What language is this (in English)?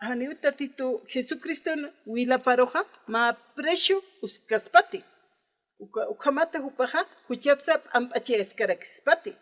Aymara